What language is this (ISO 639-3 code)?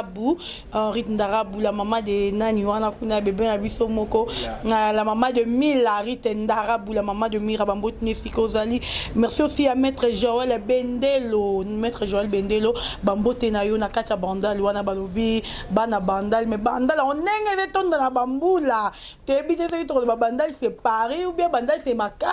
lin